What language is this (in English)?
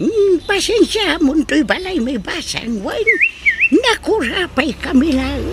Iloko